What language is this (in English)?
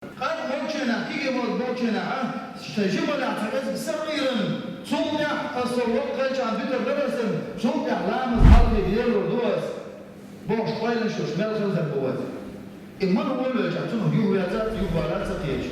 Chechen